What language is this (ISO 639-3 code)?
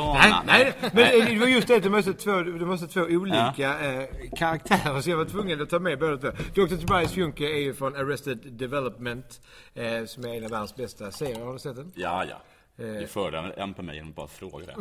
swe